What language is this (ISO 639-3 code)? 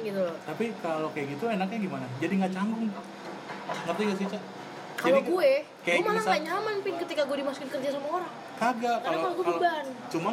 ind